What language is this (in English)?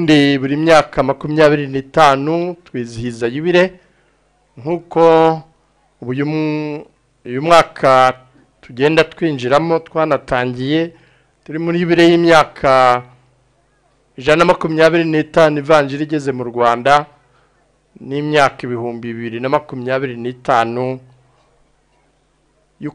Kinyarwanda